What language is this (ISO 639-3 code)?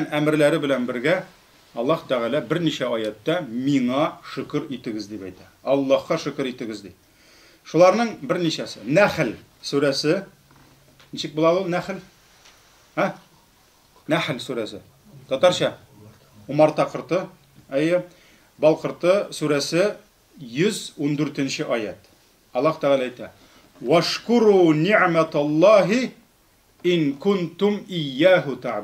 tat